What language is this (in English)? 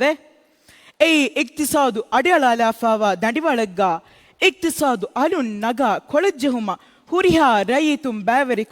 Divehi